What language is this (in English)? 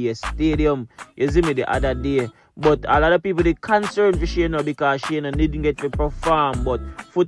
Jamaican Creole English